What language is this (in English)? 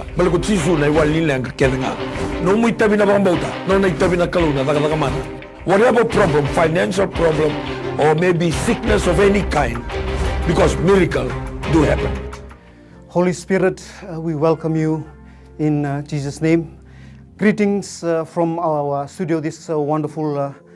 Fijian